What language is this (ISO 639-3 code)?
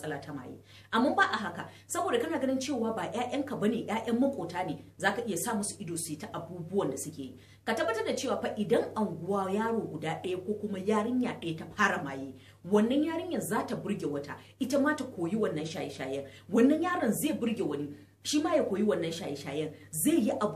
hau